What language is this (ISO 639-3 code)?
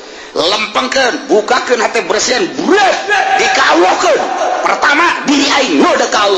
sun